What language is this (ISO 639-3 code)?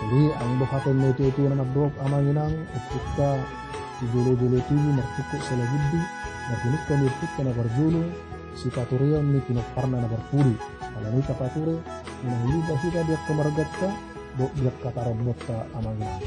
bbc